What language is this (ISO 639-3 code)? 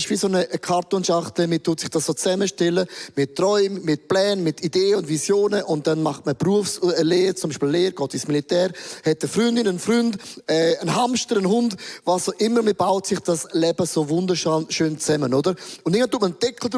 gsw